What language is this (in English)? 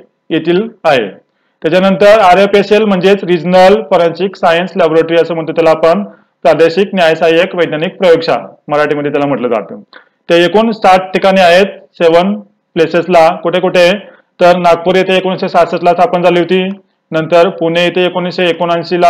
Marathi